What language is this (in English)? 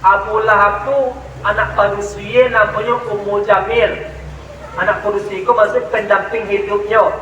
Minangkabau